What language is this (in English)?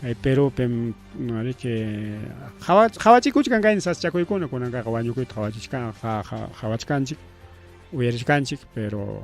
Ayacucho Quechua